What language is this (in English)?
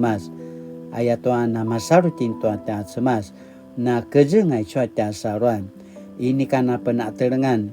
Paiwan